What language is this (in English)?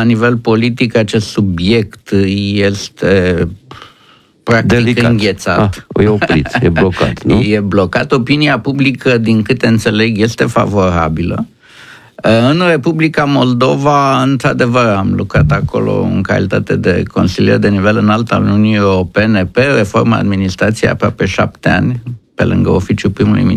Romanian